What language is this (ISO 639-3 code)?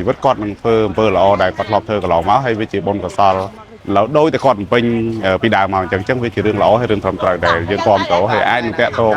khm